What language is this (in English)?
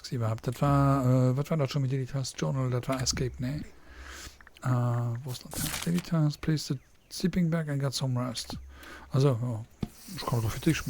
Luxembourgish